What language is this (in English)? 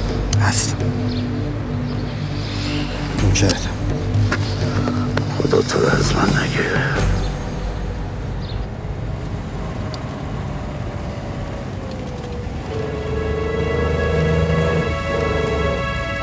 Persian